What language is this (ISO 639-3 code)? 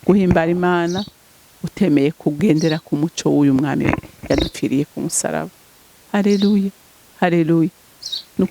run